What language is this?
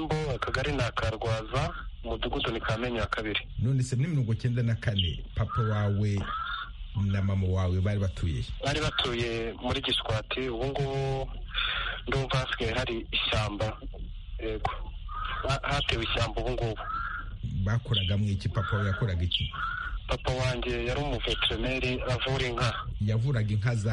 Kinyarwanda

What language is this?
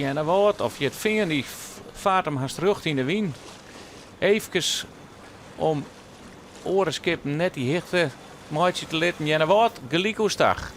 Western Frisian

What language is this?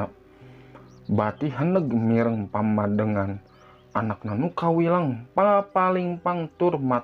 Sundanese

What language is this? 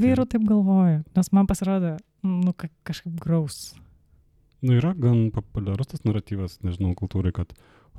Lithuanian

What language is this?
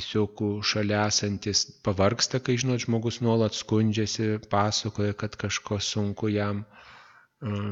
Lithuanian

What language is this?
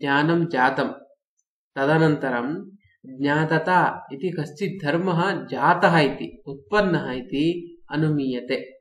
Sanskrit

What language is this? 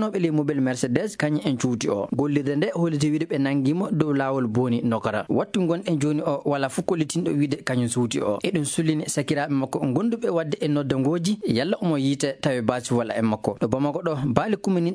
Maasina Fulfulde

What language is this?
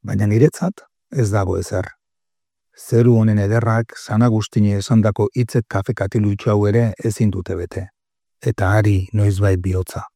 Basque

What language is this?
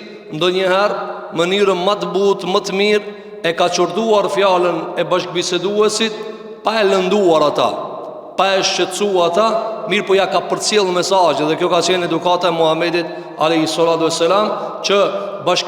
Albanian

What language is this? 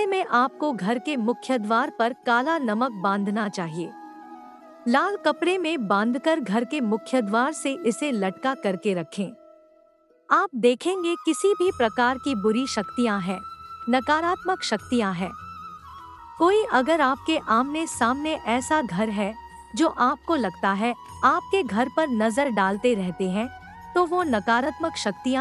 Hindi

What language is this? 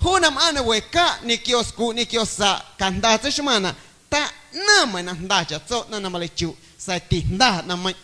Guerrero Amuzgo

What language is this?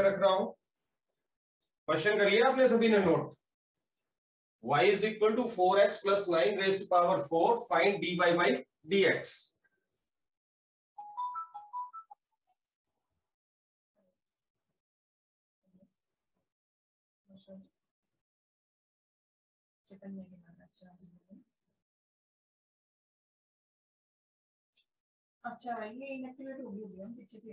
Hindi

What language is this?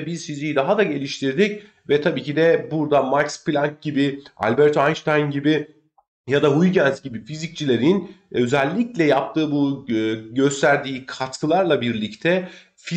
Turkish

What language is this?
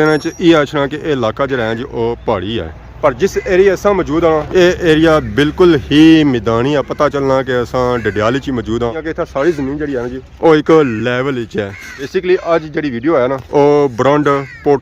Pahari-Potwari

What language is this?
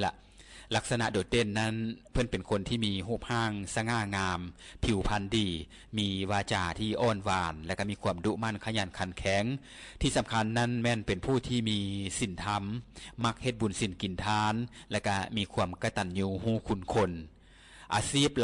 Lao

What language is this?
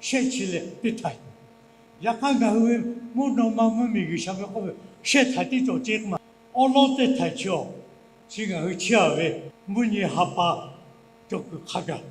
Lahu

